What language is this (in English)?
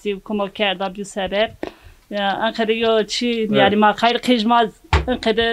Zaza